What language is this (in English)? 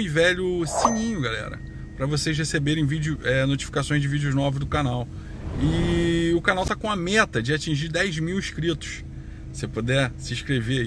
Portuguese